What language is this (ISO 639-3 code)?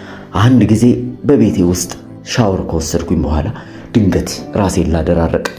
amh